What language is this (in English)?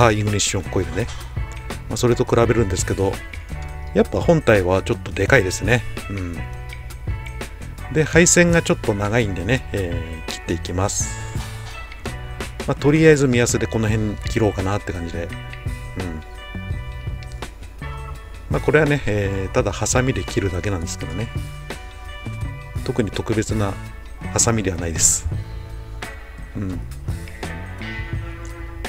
Japanese